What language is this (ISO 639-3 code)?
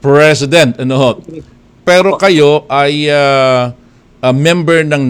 fil